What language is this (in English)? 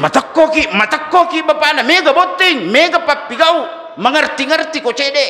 Buginese